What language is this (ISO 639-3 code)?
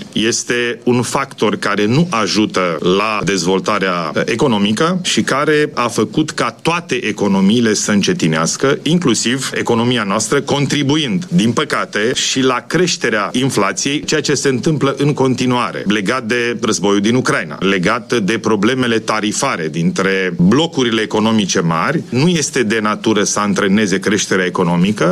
ron